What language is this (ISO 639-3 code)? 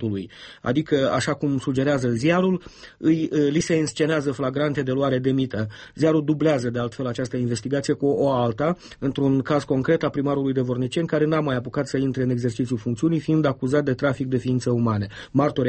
ron